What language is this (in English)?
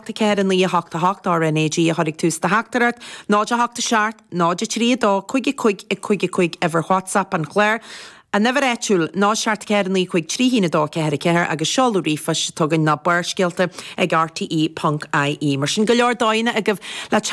Irish